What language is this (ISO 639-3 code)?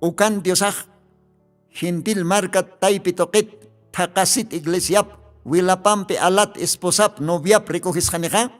aym